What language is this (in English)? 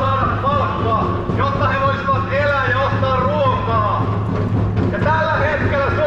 Finnish